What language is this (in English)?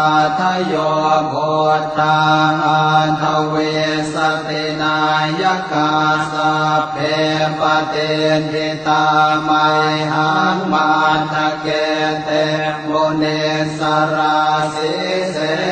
Pali